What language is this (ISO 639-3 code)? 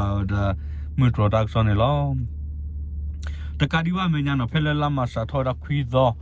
ksw